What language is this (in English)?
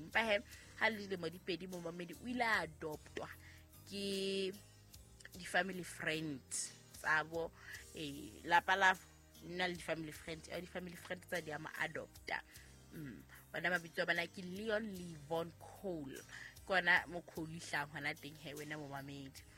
Southern Sotho